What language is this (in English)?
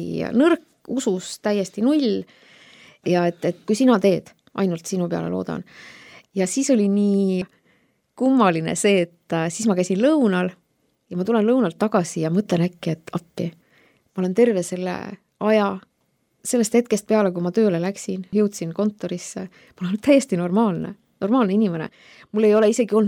Estonian